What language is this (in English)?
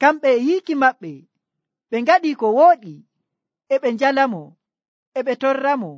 Nigerian Fulfulde